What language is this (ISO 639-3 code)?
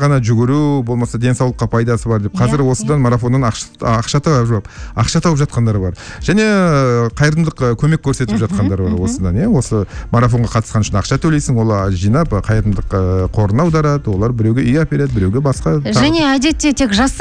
kaz